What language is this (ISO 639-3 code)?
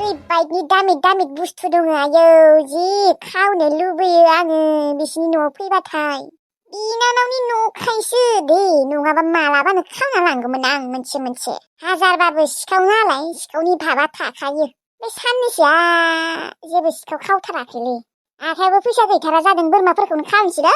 brx